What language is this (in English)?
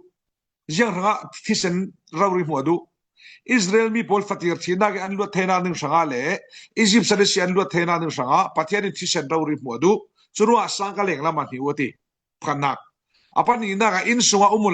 Falam Chin